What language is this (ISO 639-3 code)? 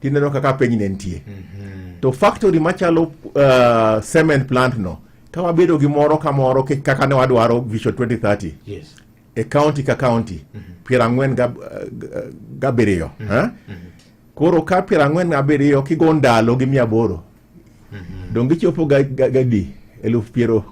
luo